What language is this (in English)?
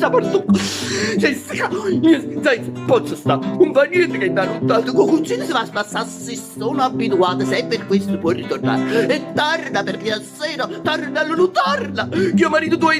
Neapolitan